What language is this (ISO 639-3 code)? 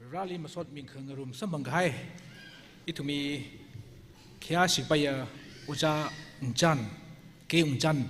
nmf